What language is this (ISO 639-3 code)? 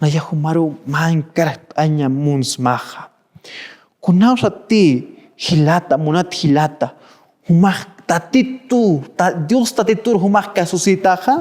aym